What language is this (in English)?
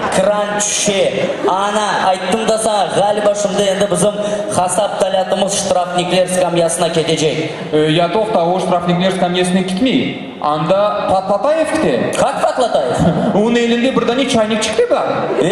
Crimean Tatar